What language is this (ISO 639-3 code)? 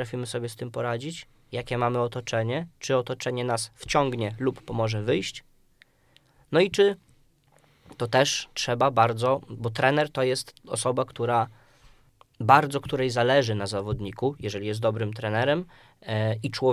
pol